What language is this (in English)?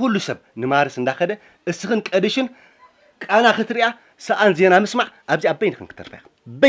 Tigrinya